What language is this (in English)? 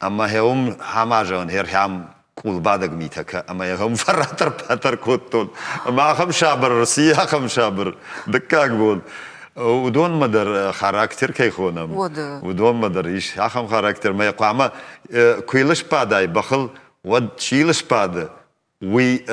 Ossetic